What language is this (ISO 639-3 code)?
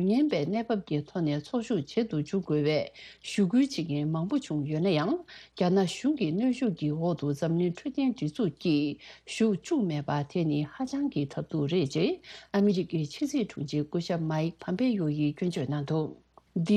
bod